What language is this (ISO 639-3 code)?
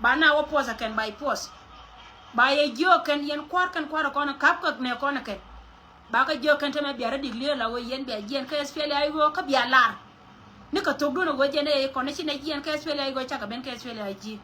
nus